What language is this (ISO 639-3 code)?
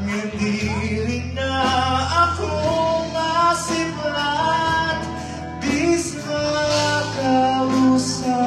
war